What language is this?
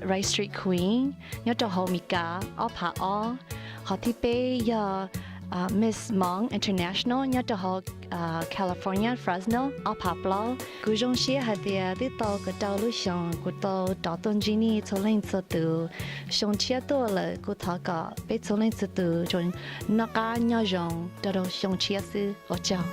Hmong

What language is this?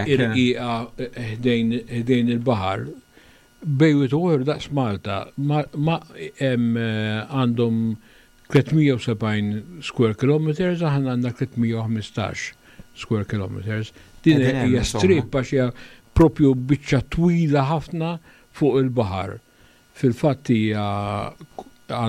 Maltese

